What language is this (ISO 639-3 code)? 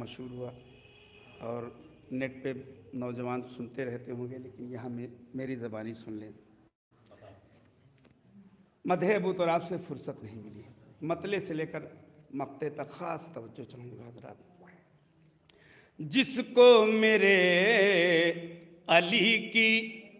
urd